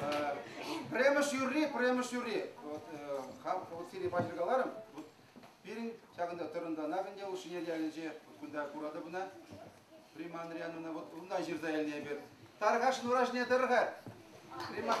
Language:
Chuvash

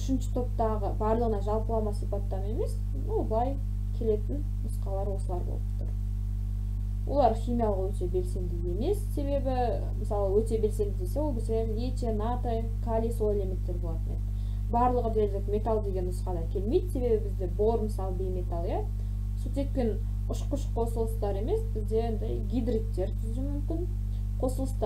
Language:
Kazakh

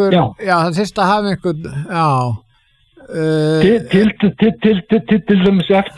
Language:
Icelandic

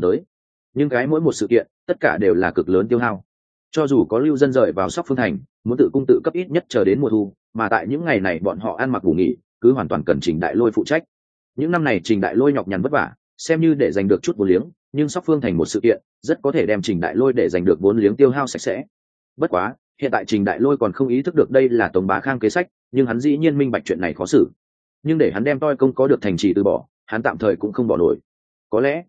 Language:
Vietnamese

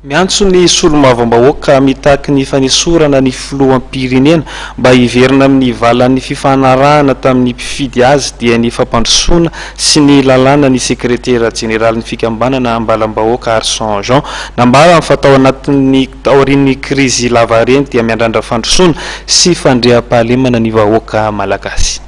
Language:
Malagasy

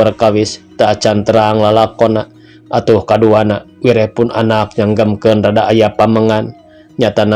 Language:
Sundanese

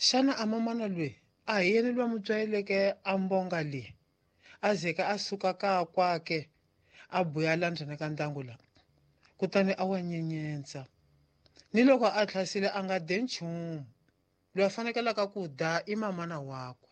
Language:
Tsonga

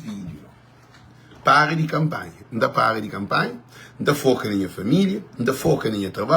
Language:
Kabuverdianu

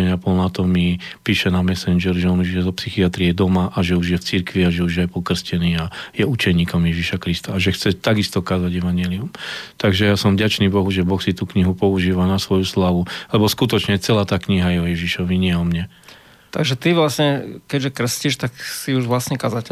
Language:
Slovak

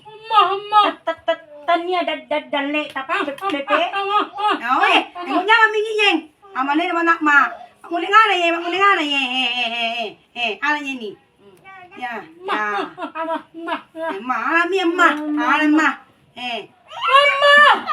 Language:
Buginese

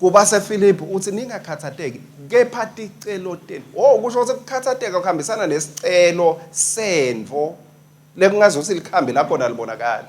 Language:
Swati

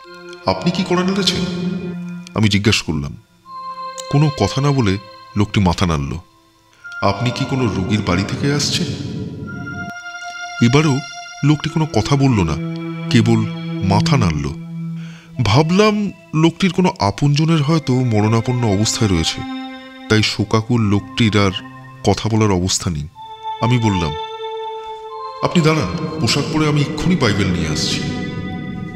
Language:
Bangla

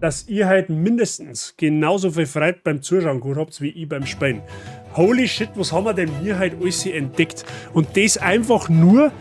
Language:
Bavarian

